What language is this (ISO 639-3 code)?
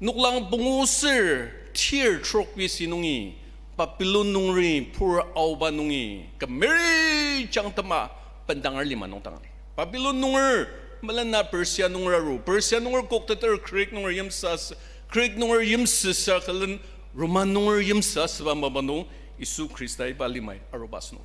njo